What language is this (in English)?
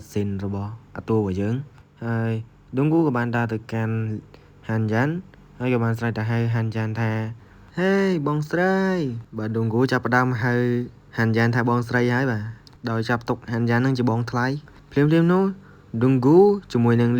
Khmer